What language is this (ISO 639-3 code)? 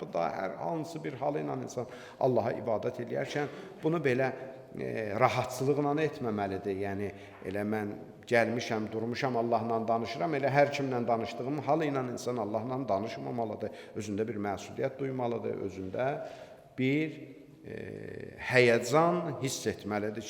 aze